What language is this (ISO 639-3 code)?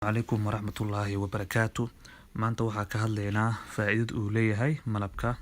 som